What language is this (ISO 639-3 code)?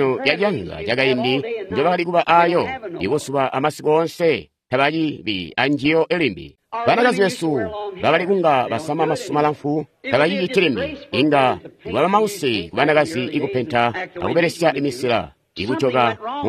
toi